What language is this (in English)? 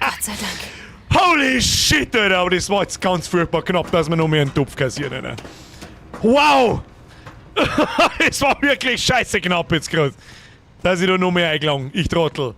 Bavarian